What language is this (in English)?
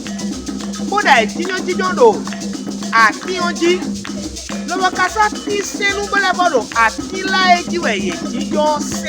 Fon